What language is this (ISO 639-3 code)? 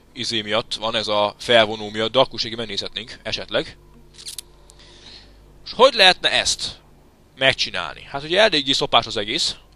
hun